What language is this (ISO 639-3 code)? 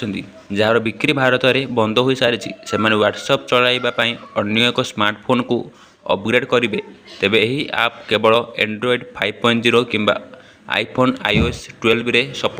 ori